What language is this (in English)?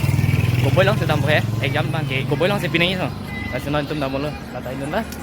Karbi